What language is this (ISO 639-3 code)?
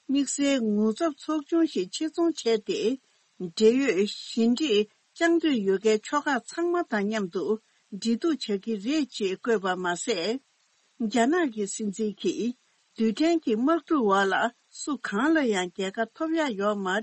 bod